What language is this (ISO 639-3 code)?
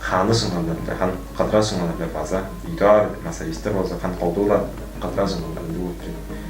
tyv